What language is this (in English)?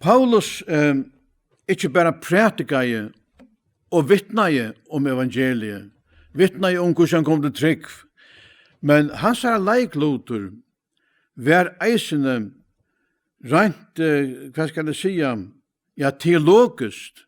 Faroese